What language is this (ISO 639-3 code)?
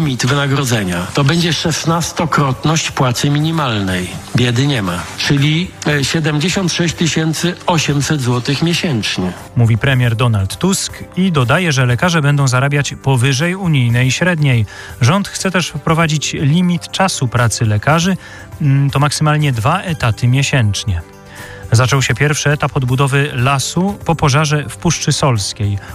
pol